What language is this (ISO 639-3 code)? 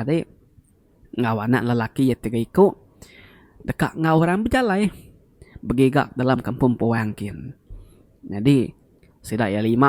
iba